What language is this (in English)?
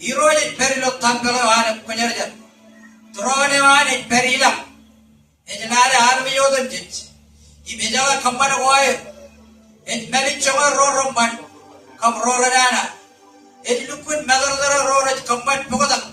Marshallese